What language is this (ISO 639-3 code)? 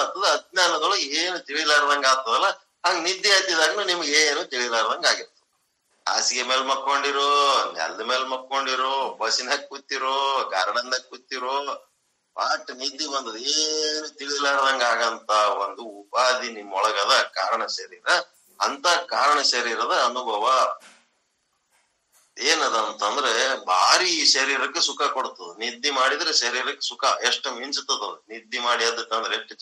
kan